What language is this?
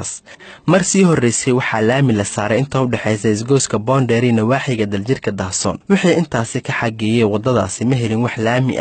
Somali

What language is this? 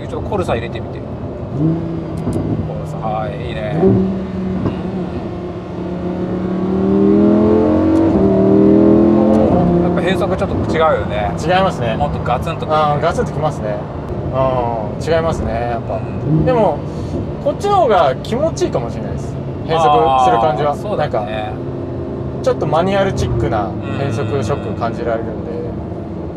Japanese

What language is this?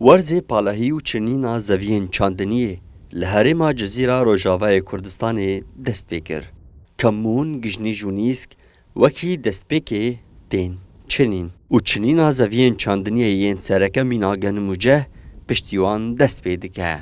Kurdish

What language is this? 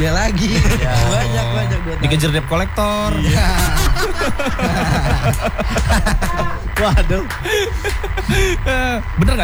Indonesian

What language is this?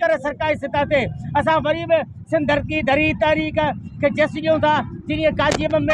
Sindhi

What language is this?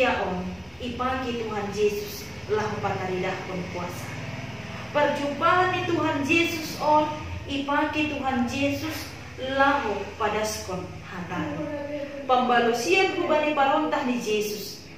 Batak Simalungun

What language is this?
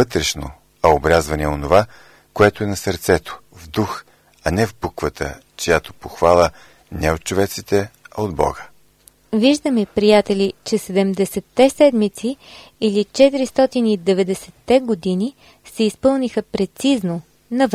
Bulgarian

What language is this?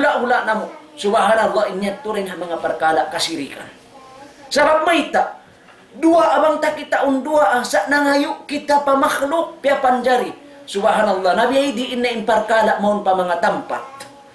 Tausug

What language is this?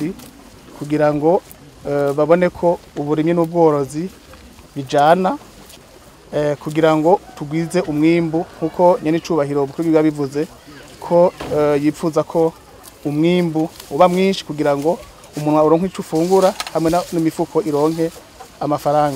Rundi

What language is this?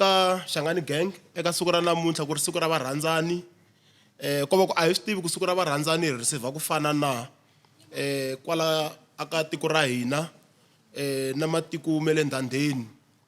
Tsonga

